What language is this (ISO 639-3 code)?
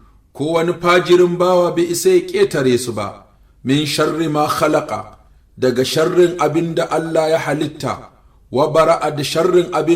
hau